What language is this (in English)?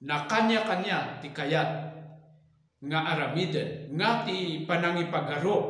Iloko